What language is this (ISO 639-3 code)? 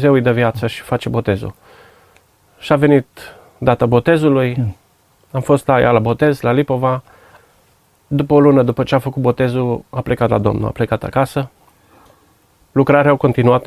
ron